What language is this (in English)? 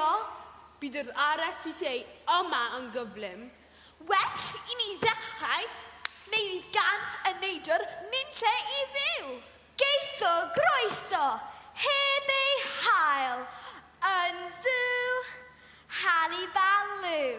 Welsh